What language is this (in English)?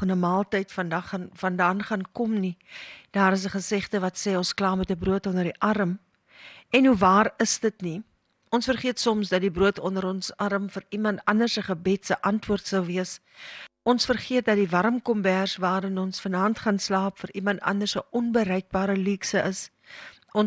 Afrikaans